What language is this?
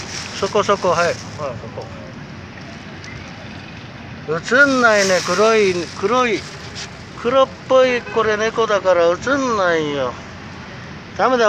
Japanese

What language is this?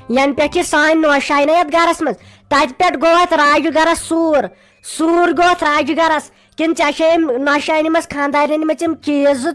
Kashmiri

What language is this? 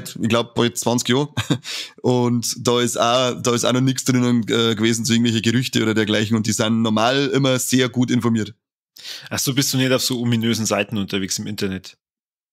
Bavarian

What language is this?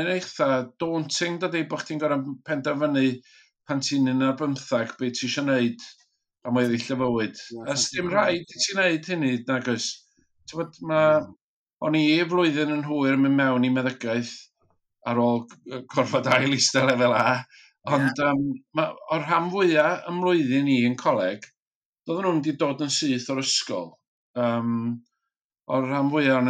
Welsh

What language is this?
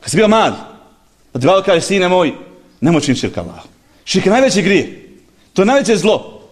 Bosnian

